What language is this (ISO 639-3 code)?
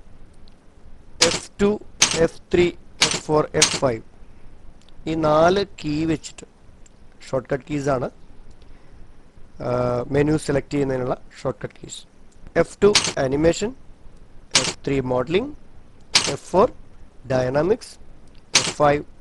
mal